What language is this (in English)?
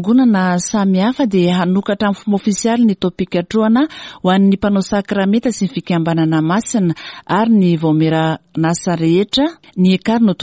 Malagasy